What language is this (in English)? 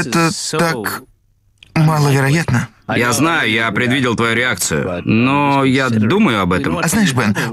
Russian